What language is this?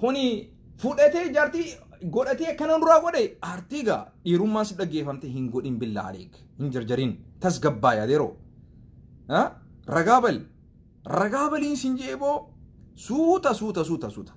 Oromo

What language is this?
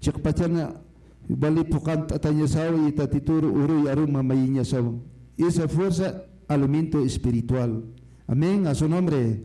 Aymara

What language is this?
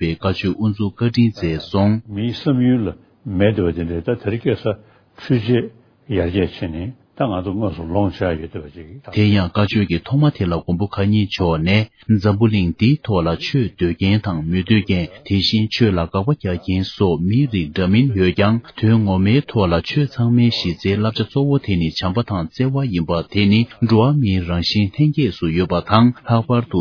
Tibetan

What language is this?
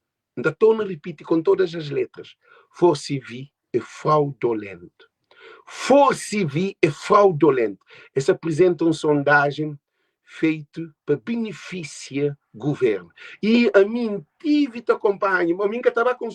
Kabuverdianu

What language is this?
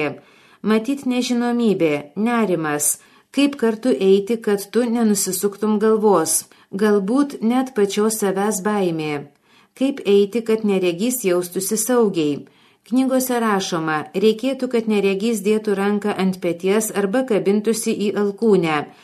Lithuanian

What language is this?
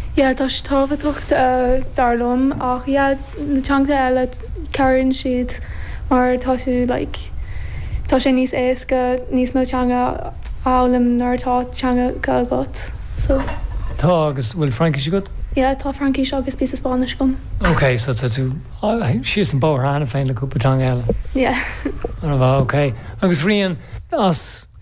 Irish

